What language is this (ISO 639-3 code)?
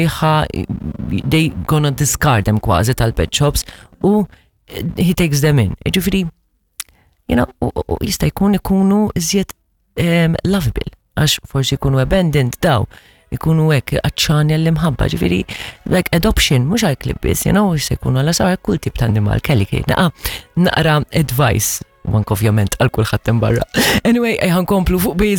mlt